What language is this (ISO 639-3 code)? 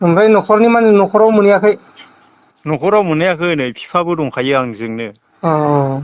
brx